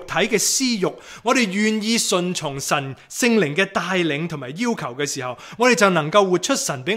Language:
Cantonese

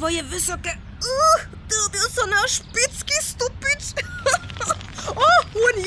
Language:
Upper Sorbian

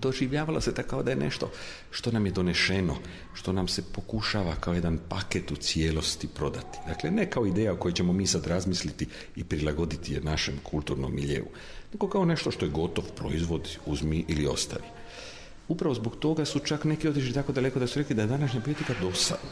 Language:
Croatian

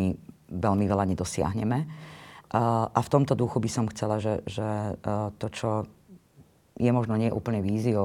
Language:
Slovak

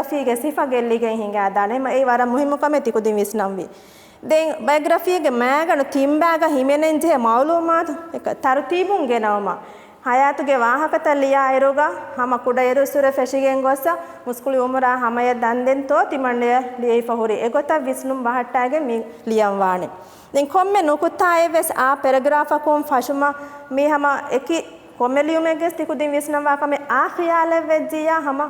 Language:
Divehi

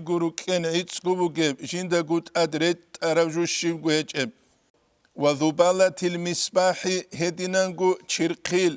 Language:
Avaric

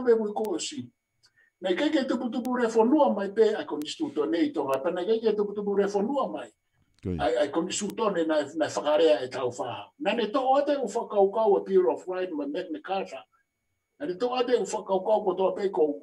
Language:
Tongan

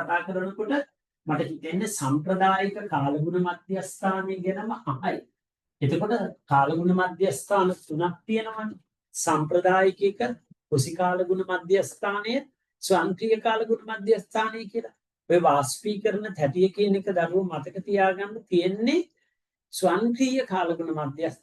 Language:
Sinhala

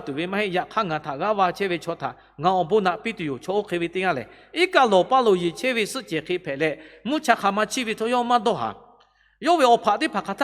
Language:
Lahu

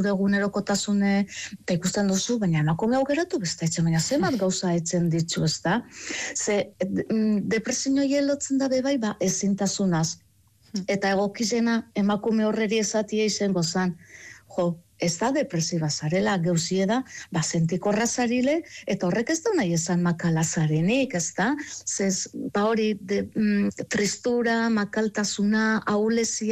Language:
Basque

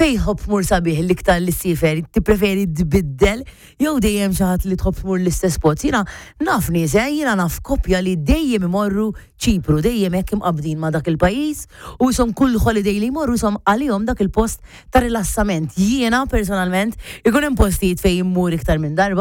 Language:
Maltese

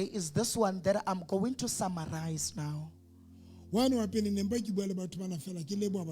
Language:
Southern Sotho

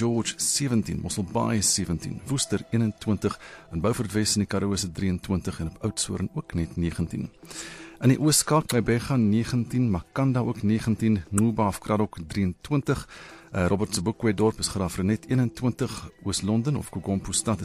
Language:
Afrikaans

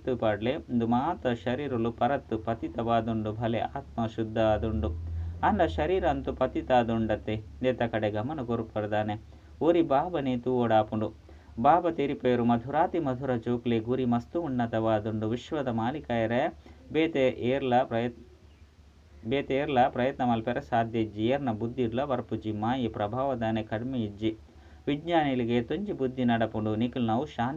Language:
Tulu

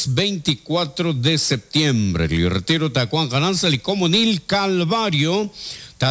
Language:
Kekchí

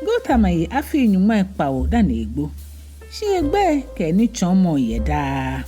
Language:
Ga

